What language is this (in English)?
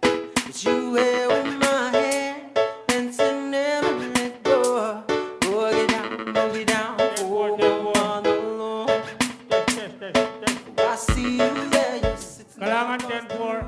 Pohnpeian